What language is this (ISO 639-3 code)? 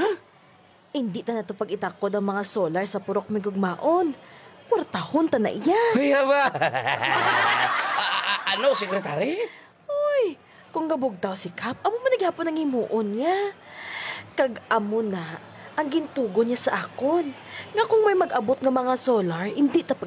hil